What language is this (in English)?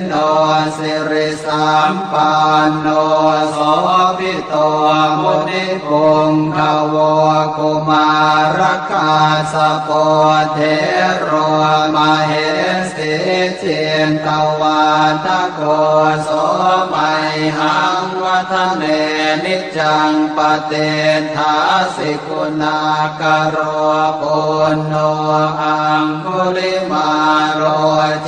Pali